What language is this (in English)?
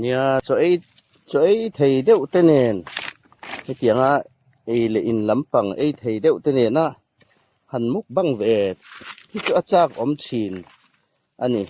Hmar